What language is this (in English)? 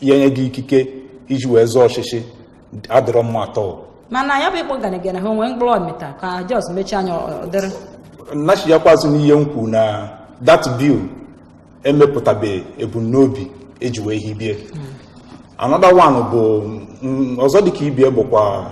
Igbo